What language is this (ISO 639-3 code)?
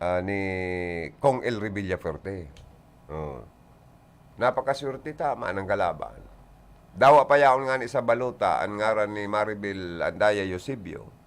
bik